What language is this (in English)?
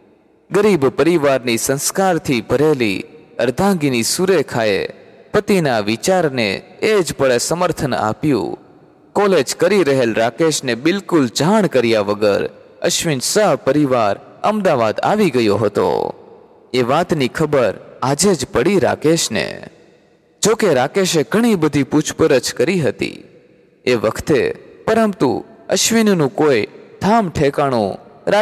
Gujarati